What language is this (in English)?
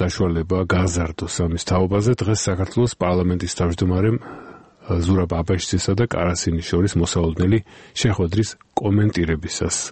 Georgian